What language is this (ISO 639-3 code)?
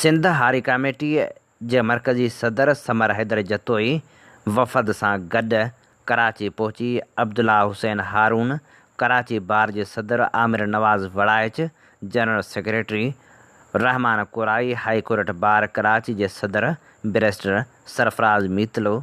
snd